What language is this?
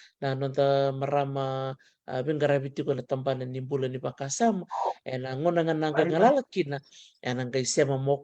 Fijian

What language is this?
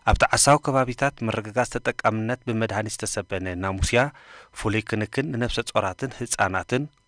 Tigrinya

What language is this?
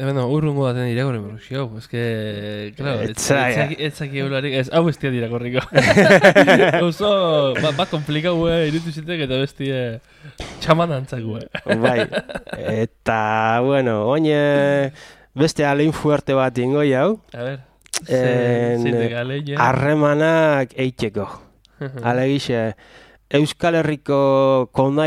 Basque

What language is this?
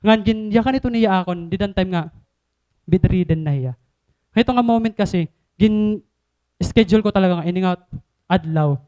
Waray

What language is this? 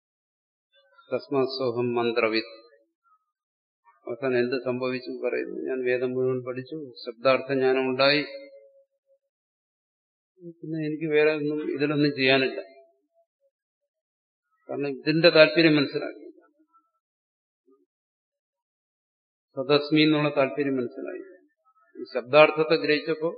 Malayalam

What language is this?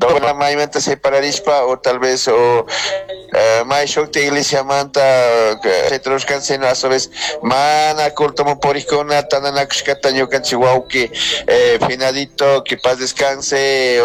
Chimborazo Highland Quichua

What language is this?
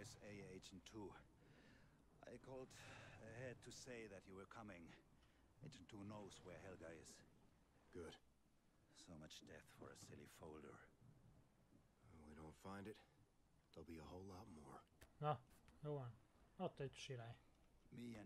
Hungarian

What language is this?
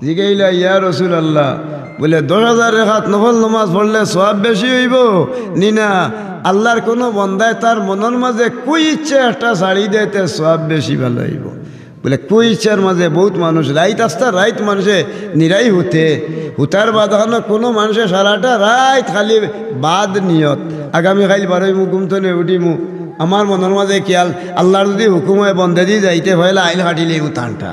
Sylheti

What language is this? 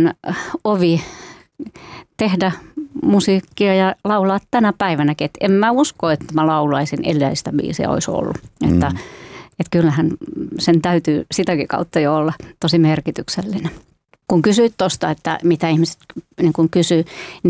Finnish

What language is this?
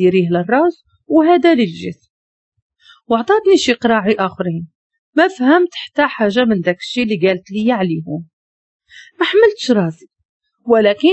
Moroccan Arabic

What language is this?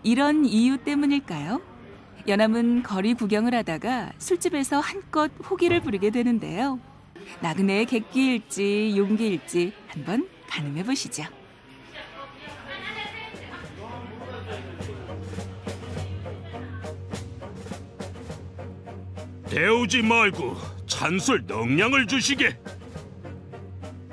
Korean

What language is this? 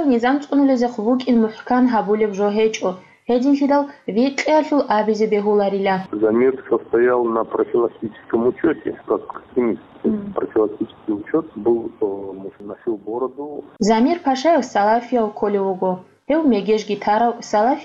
Avaric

